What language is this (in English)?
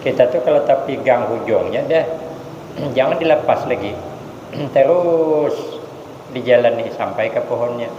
Banjar